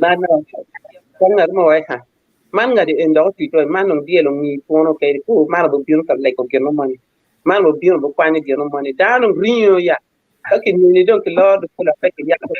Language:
Acoli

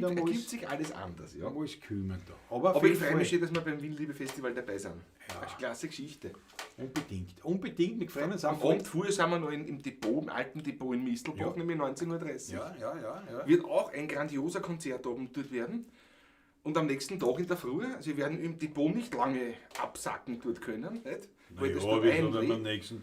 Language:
Bavarian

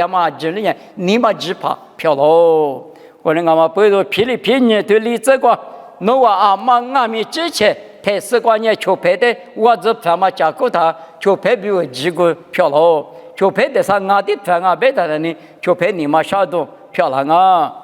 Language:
Lisu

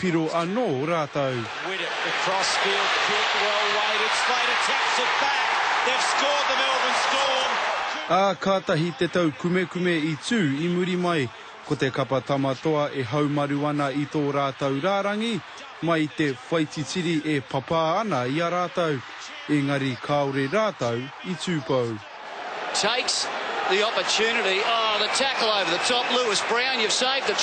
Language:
Māori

